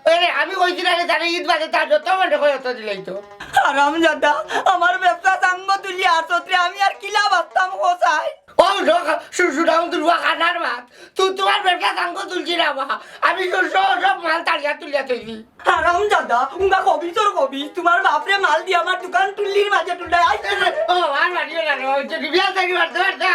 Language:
Sylheti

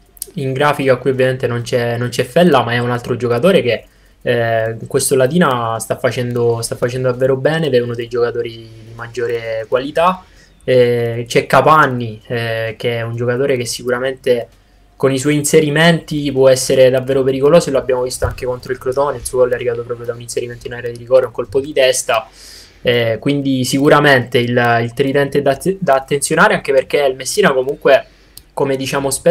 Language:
Italian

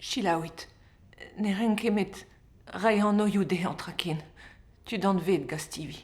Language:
Breton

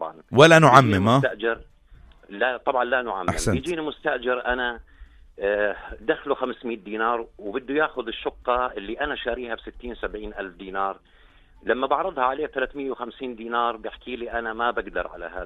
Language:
North Levantine Arabic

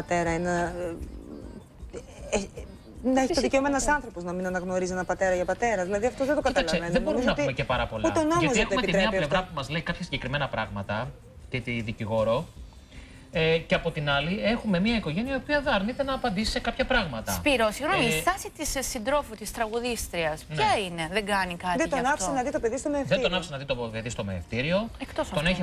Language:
Greek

